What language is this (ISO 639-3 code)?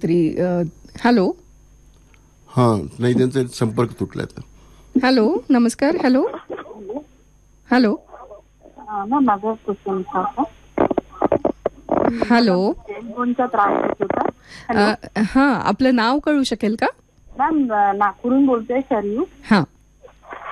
mar